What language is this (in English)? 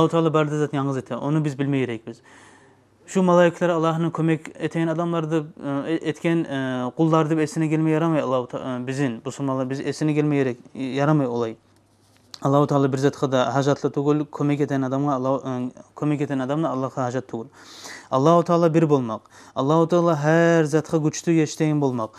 Kumyk